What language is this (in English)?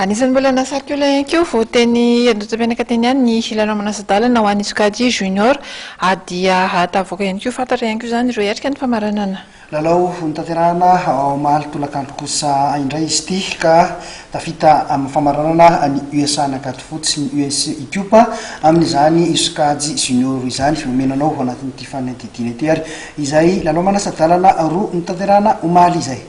Malagasy